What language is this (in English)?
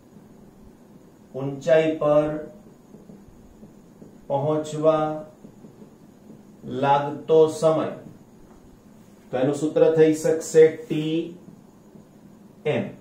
Gujarati